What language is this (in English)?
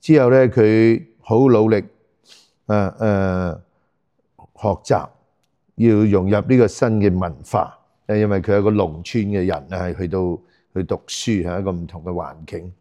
Cantonese